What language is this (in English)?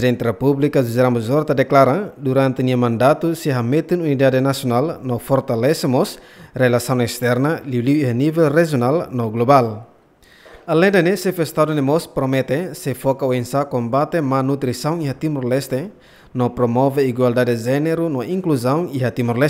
Tetum